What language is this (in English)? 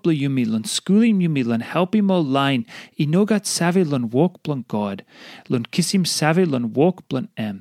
Tok Pisin